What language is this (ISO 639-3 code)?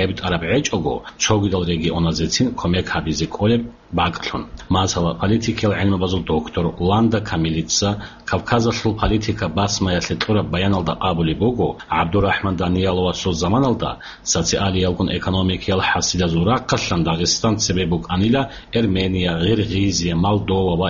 ava